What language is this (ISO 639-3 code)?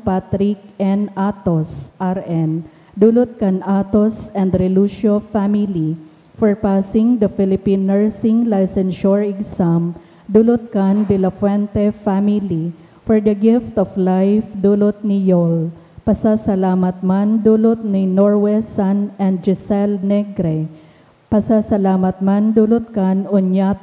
bik